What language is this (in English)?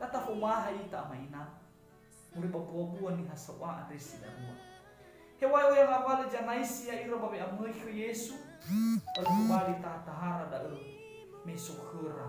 Nias